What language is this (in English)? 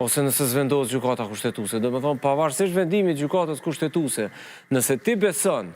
Albanian